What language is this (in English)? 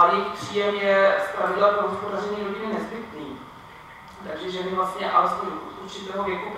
Czech